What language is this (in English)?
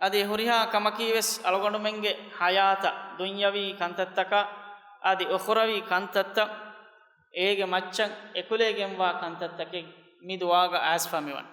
Divehi